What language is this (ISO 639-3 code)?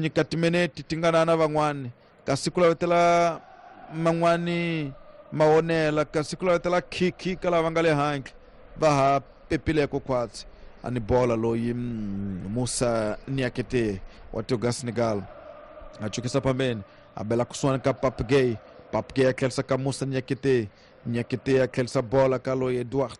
tso